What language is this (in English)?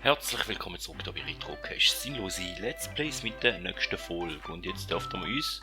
Swiss German